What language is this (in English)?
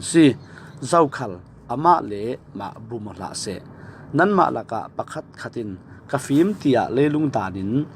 Falam Chin